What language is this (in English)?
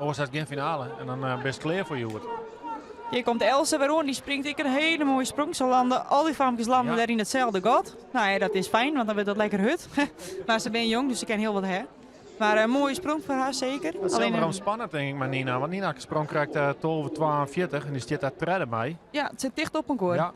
Western Frisian